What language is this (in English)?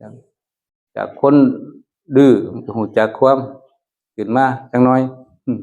Northeastern Thai